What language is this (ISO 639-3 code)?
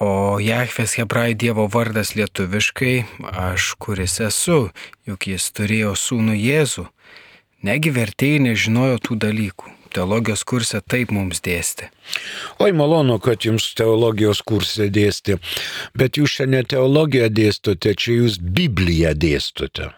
lit